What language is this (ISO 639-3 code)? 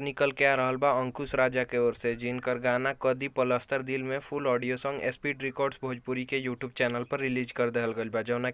bho